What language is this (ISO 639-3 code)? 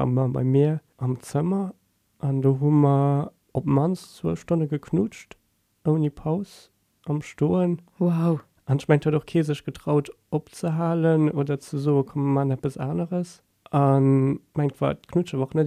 ltz